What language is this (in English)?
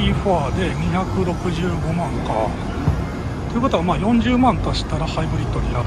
Japanese